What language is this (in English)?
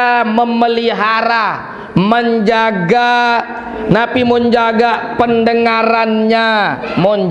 Sasak